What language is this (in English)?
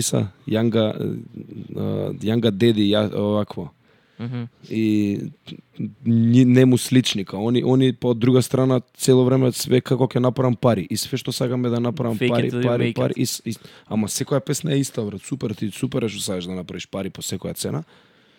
Macedonian